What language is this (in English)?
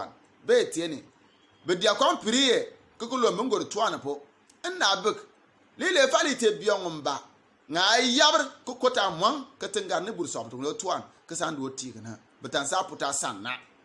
Bimoba